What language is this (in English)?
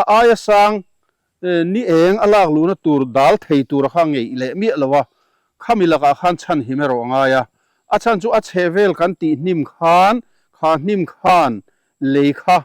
Mizo